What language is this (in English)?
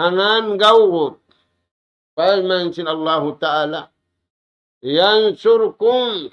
Tausug